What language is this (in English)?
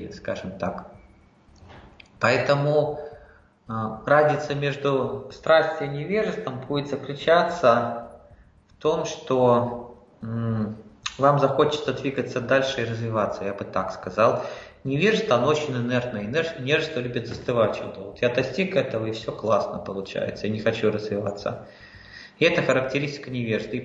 Russian